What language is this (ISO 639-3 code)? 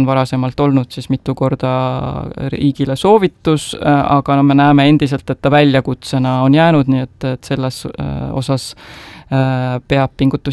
est